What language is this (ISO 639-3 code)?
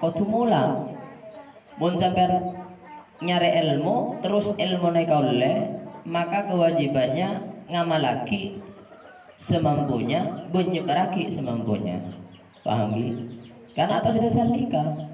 mad